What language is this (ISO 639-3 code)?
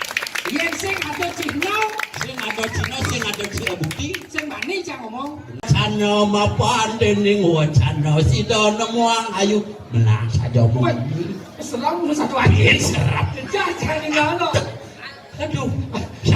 ban